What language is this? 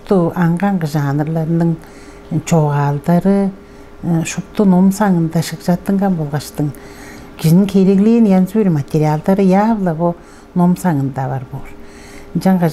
Tuvinian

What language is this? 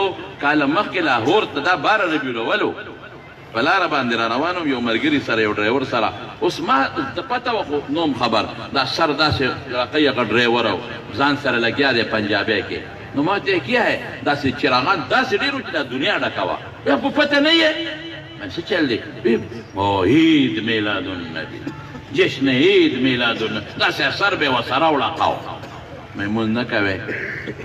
Pashto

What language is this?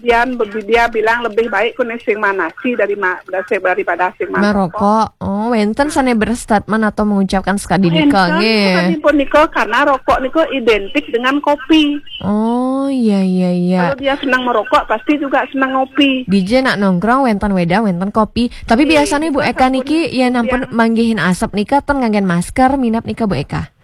Balinese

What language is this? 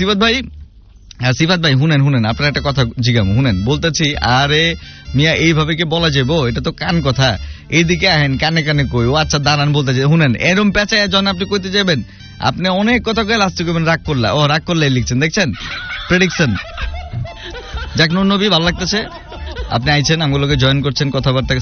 Bangla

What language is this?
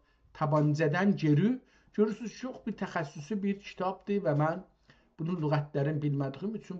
South Azerbaijani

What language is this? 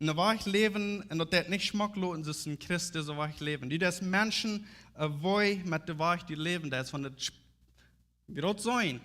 Plautdietsch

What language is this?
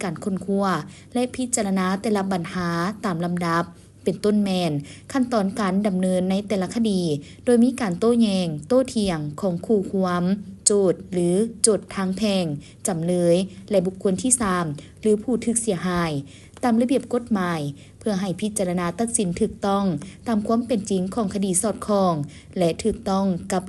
Lao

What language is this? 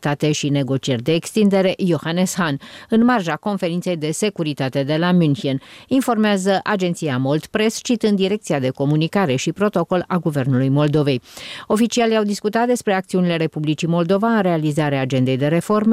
Romanian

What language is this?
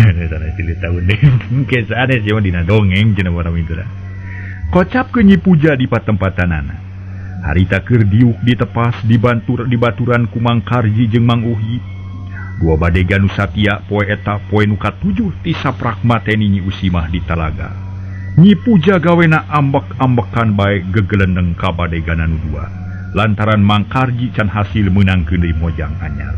Sundanese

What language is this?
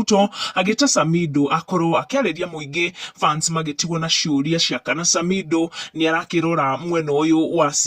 Kikuyu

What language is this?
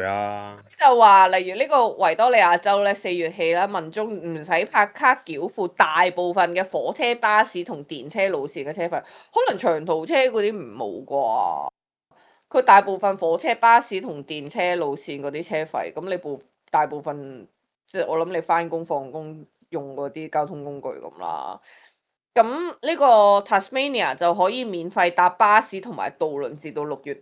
Cantonese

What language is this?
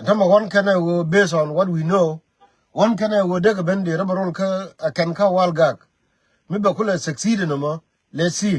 Nuer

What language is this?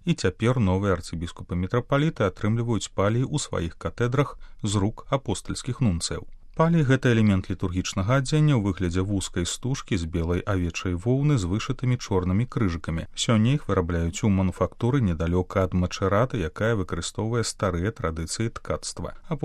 Belarusian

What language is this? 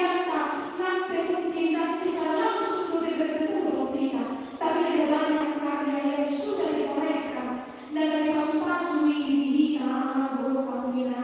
Batak Toba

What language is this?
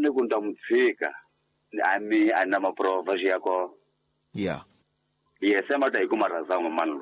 Tsonga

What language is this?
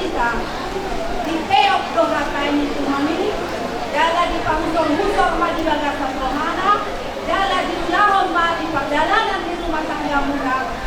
Batak Toba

